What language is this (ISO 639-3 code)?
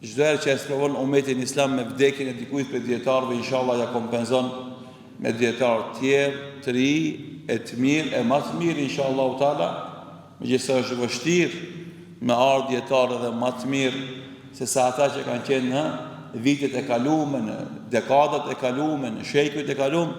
sqi